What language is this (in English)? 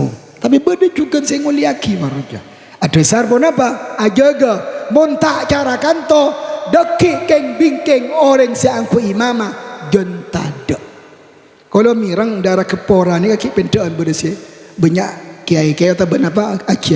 Madurese